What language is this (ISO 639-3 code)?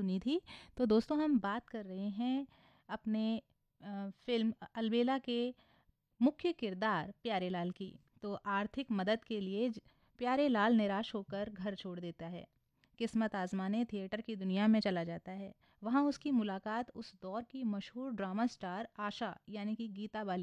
hin